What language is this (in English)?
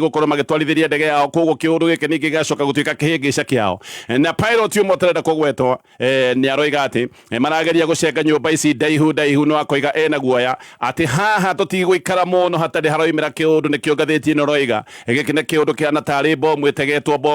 Kikuyu